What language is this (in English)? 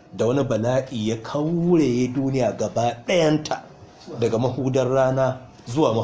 Hausa